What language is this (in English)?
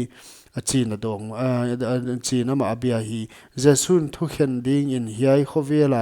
Paite Chin